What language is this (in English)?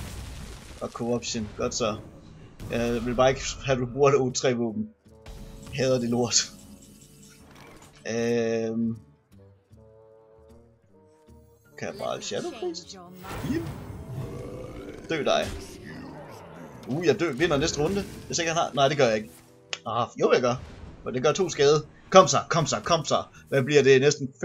Danish